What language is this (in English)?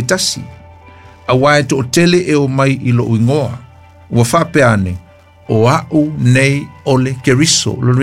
Samoan